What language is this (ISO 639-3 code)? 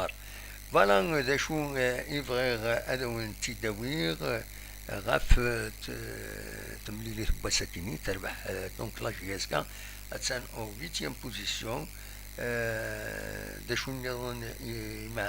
kab